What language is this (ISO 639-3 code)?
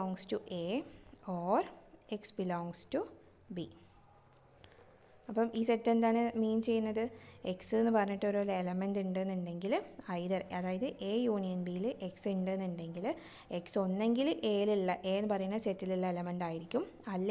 mal